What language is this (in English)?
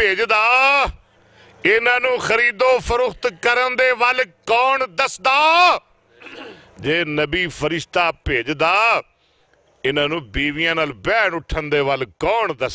Western Panjabi